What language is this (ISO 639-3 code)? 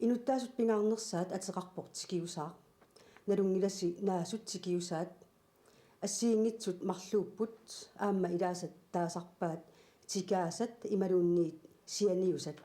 kal